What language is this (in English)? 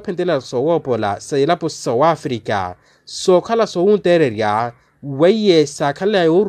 Makhuwa